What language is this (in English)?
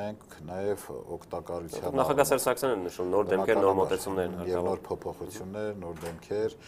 Armenian